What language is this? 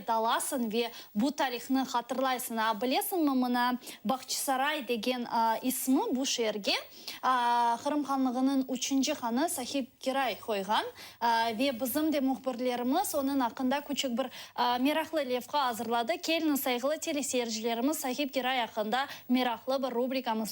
Crimean Tatar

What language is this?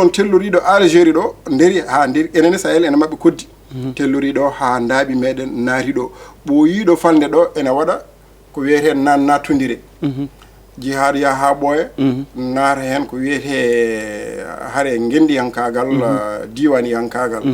Fula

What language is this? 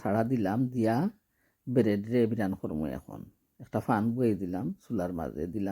Sylheti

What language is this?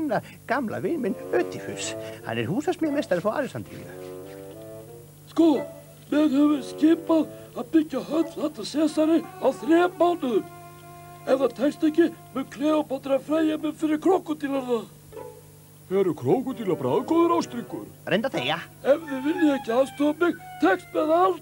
Icelandic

